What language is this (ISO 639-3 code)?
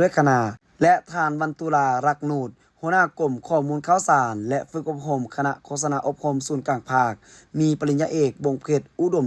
lao